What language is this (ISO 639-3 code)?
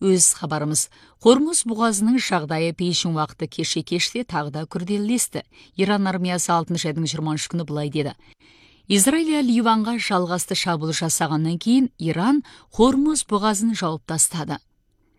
kaz